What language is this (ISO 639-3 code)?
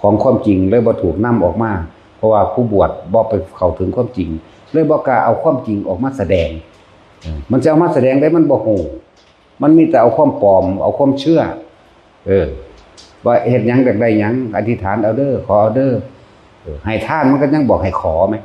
tts